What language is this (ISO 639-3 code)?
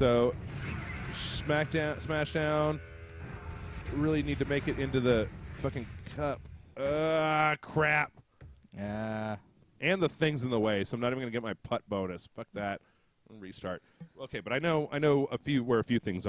eng